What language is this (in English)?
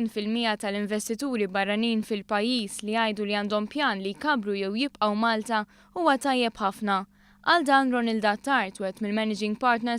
Maltese